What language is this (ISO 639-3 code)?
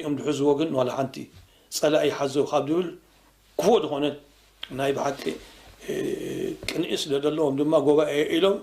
tir